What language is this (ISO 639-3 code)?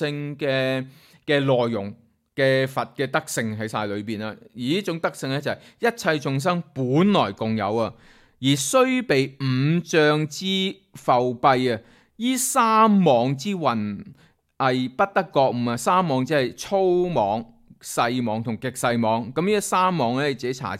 yue